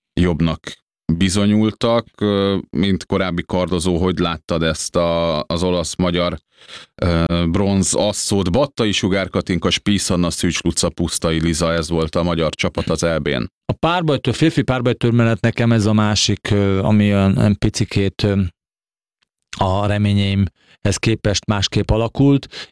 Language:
Hungarian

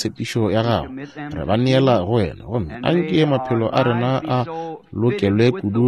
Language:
Northern Sotho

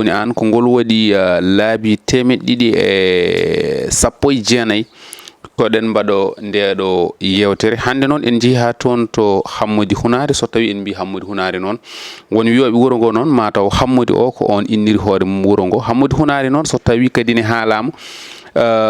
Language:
Fula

